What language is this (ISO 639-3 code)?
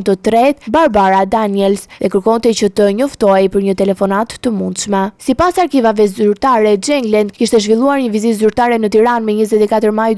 sqi